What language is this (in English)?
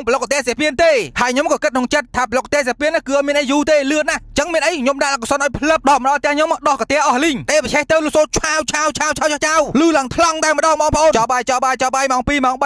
Khmer